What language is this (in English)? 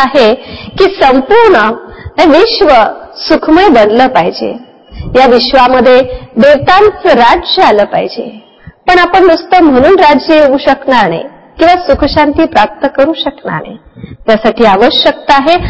Marathi